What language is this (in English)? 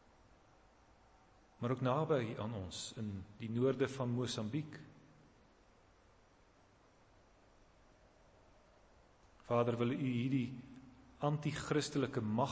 Afrikaans